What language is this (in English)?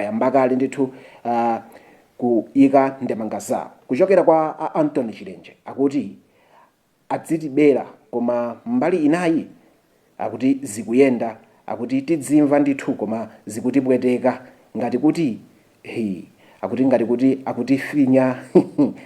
Nyanja